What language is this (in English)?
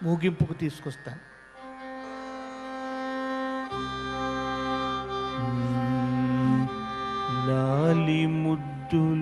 Telugu